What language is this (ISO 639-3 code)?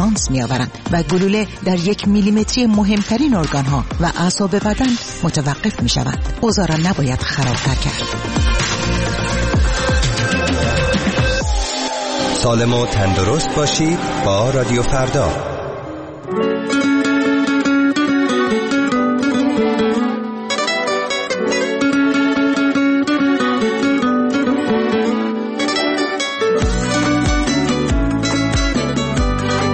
fas